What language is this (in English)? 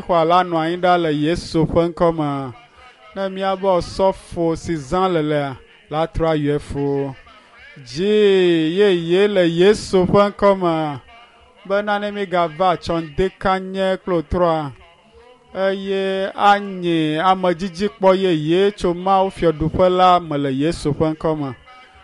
Ewe